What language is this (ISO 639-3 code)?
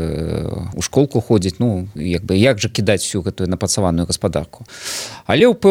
bel